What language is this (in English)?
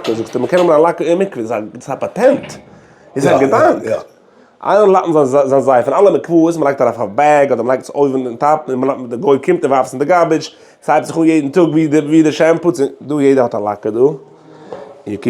Yiddish